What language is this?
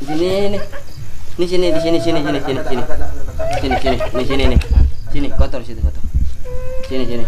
Betawi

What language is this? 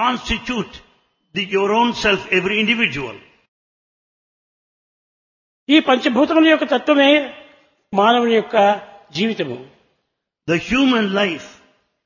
Telugu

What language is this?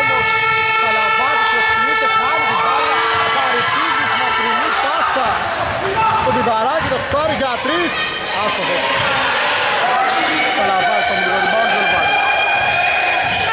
Greek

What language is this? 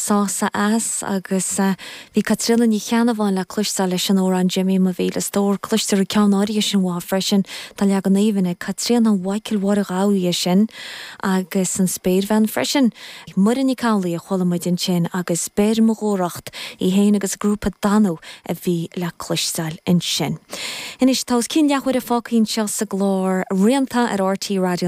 Irish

